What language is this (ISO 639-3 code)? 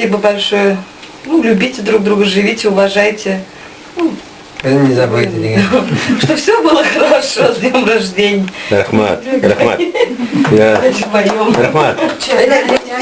tat